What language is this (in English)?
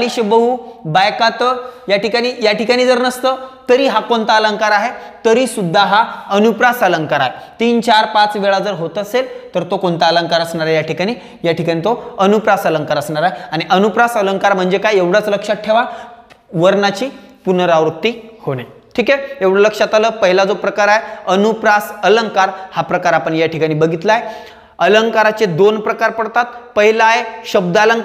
Marathi